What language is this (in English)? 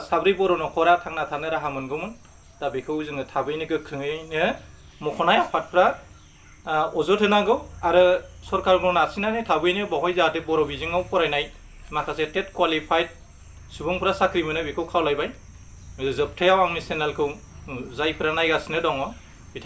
Bodo